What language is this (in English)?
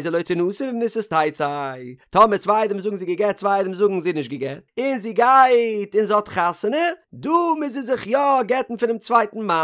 Yiddish